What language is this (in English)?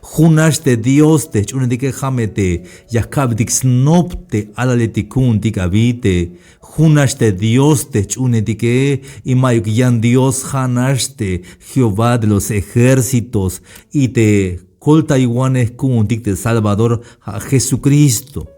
Tzeltal